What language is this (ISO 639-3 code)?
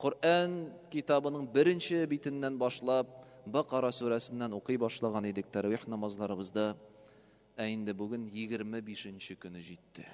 tat